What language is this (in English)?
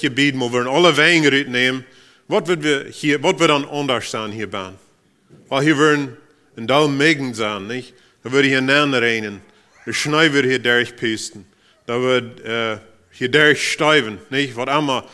Plautdietsch